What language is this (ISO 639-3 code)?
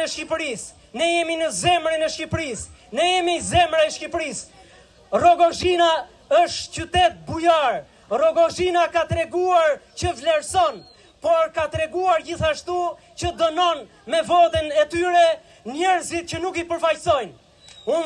sqi